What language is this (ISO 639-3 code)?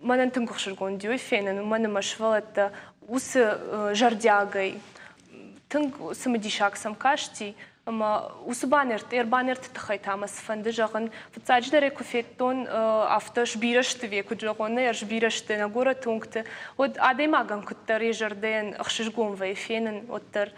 oss